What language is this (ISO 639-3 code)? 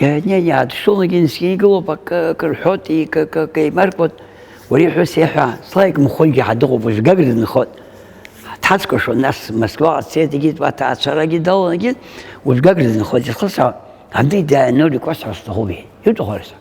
abk